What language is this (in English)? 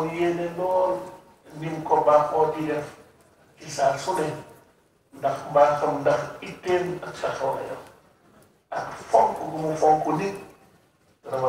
Wolof